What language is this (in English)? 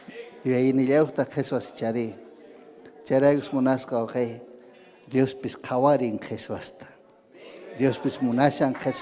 Ayacucho Quechua